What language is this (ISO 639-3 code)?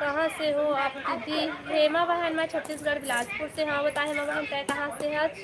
hne